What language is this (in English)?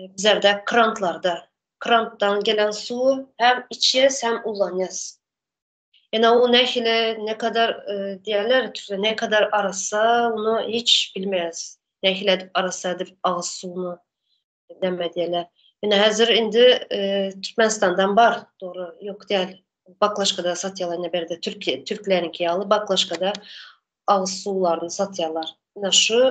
Turkmen